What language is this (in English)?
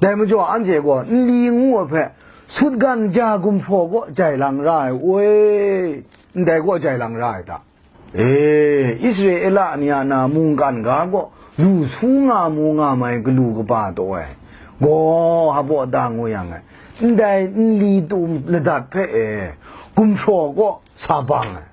Kachin